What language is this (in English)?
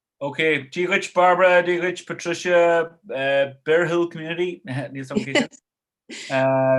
Irish